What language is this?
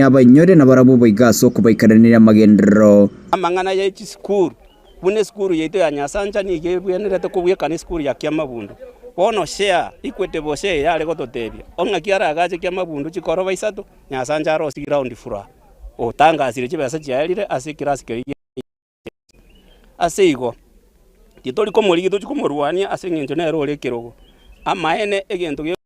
Gusii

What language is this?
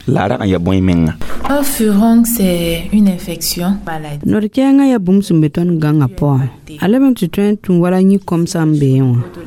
Mossi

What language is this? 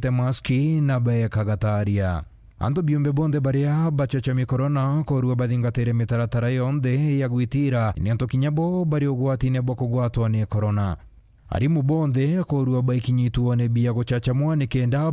Meru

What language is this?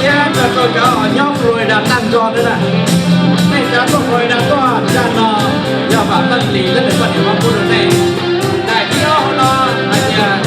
Hmong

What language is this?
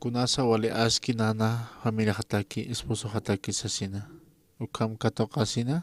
Aymara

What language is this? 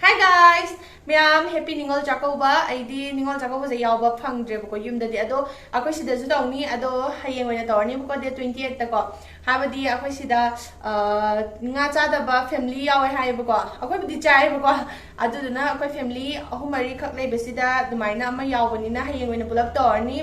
Manipuri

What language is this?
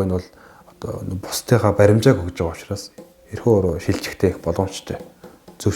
Mongolian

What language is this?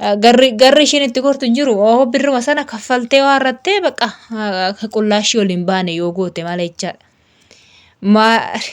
Oromo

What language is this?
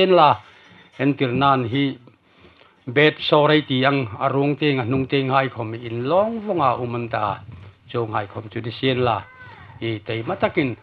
Hmar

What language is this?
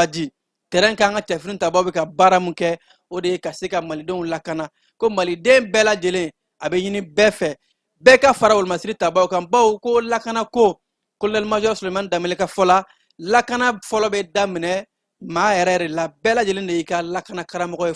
Bambara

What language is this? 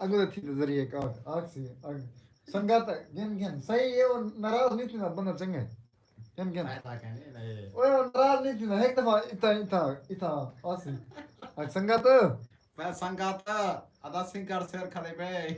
Saraiki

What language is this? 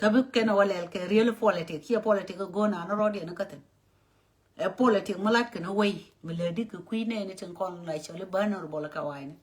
Nuer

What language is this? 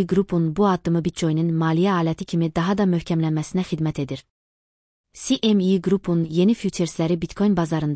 Azerbaijani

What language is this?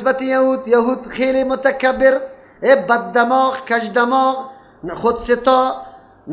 Persian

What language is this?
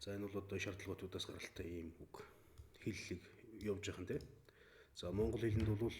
Mongolian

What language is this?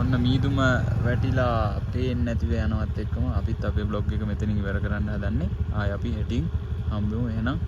Sinhala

